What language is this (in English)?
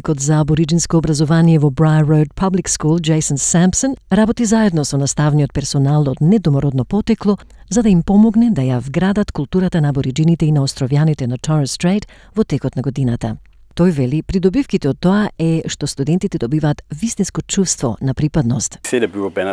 Macedonian